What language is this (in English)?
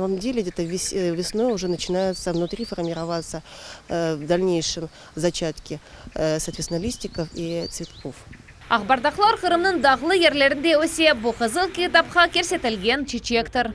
Crimean Tatar